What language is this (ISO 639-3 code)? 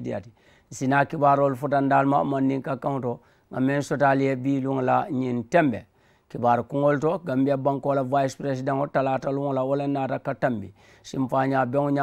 man